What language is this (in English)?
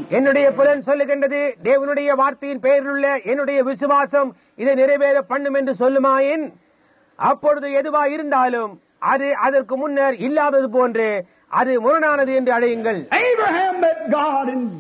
Tamil